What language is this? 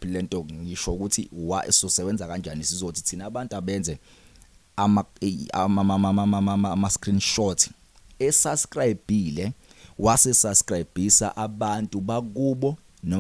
Zulu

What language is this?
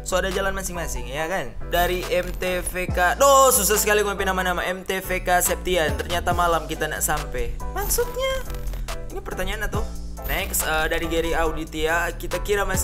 Manado Malay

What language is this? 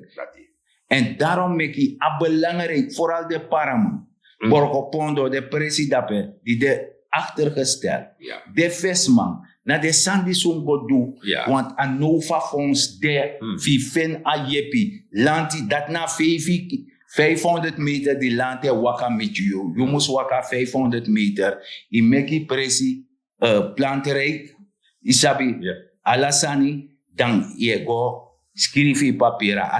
Sranan Tongo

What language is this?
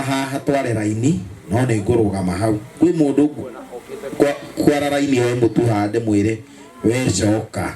Kikuyu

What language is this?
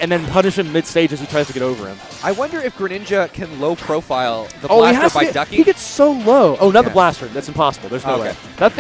English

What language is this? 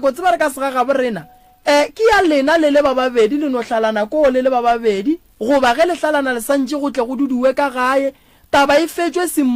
Northern Sotho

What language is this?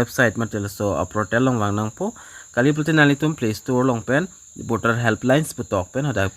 Karbi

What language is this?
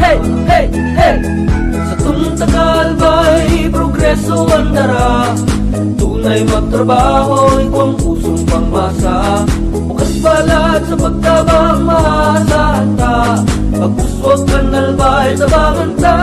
Bikol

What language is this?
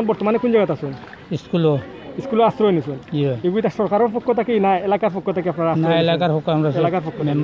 Sylheti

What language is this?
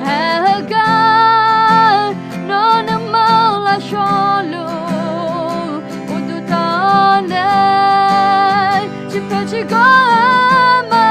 Akha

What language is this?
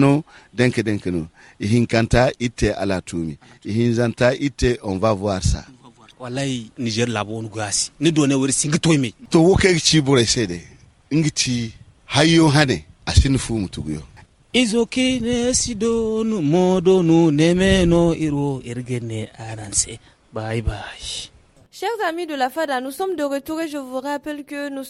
Hausa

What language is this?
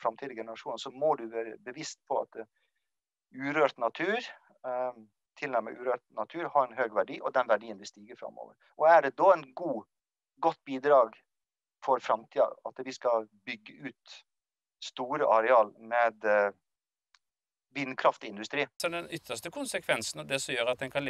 Norwegian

